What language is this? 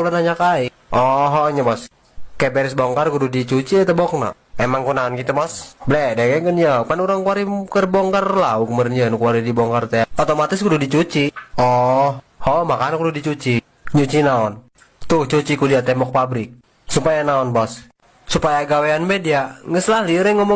Sundanese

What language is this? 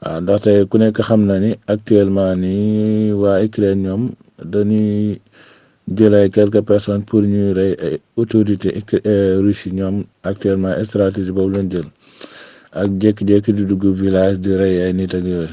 Wolof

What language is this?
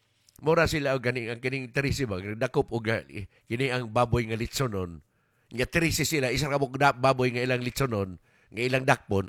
Cebuano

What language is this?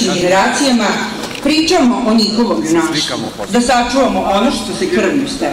Serbian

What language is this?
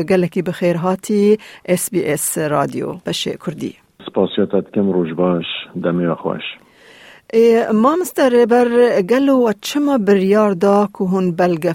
Kurdish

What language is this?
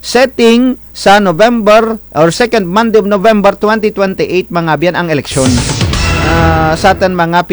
Kinaray-a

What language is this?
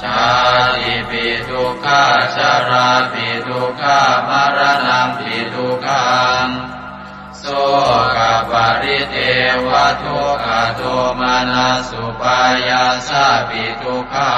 Pali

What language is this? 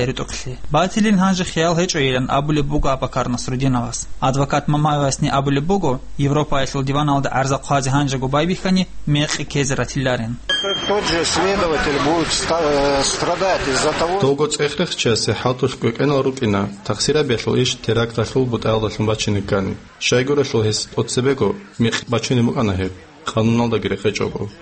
Avaric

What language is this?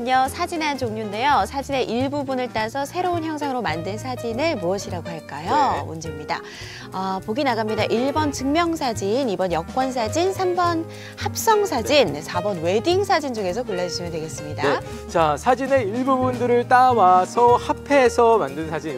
Korean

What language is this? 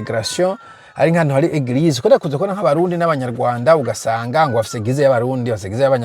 Rundi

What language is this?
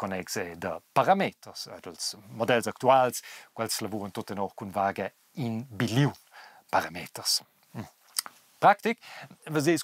Romansh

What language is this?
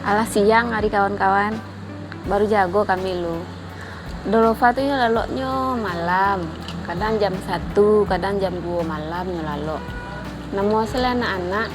Minangkabau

